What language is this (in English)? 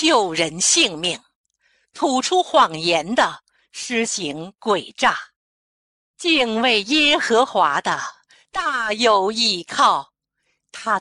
Chinese